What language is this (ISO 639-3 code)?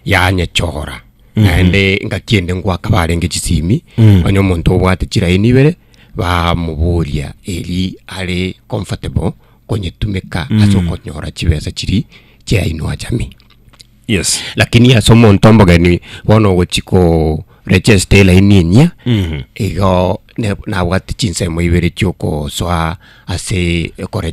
guz